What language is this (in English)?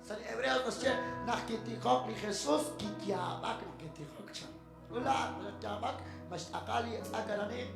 Kekchí